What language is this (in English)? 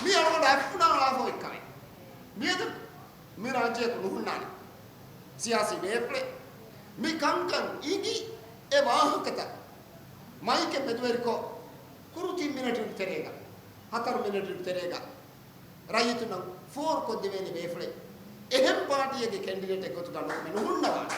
Divehi